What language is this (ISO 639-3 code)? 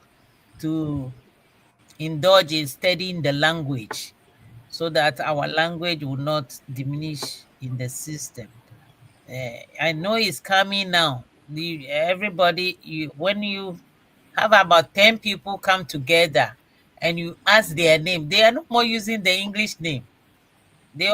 ewe